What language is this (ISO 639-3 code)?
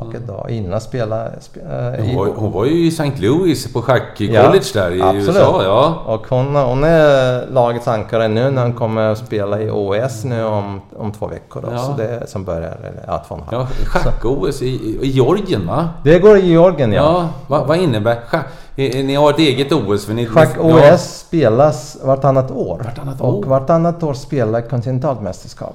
swe